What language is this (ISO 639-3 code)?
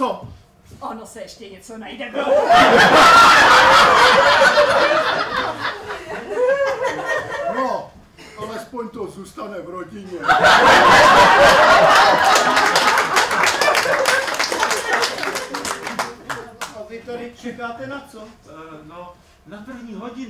ces